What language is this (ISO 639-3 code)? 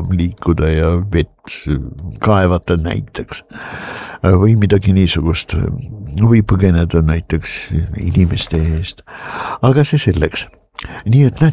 est